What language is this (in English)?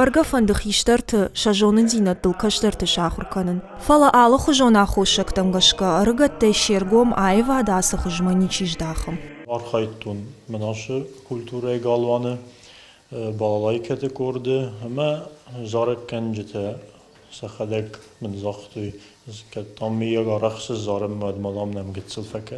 Ossetic